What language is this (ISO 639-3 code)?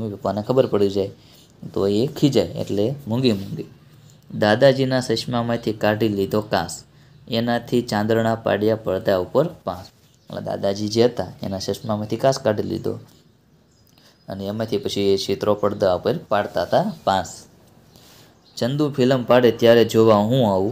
guj